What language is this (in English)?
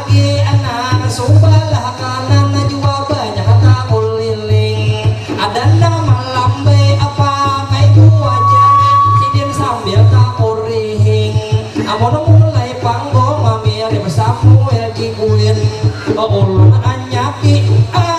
Banjar